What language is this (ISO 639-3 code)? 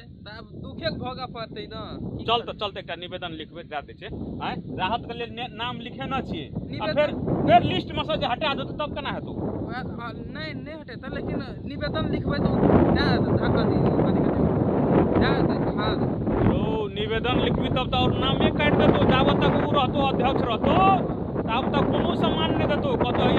mai